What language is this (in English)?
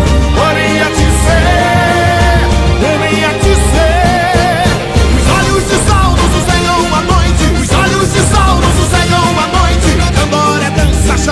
Portuguese